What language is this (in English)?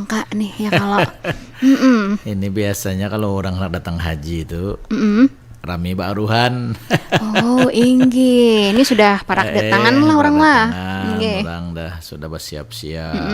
Banjar